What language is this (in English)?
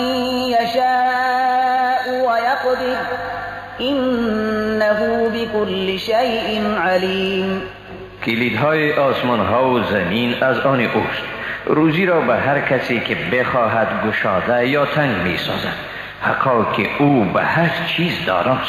Persian